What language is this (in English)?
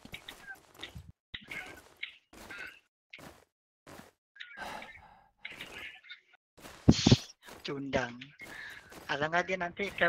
Indonesian